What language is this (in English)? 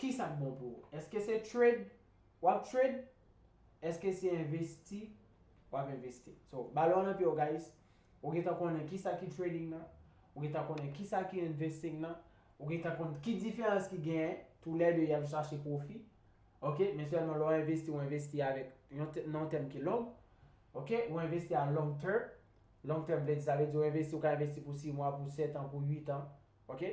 Haitian Creole